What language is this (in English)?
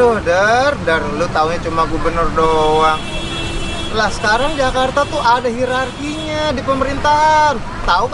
Betawi